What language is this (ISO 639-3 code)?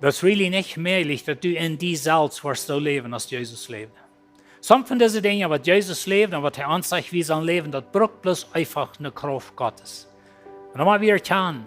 pdt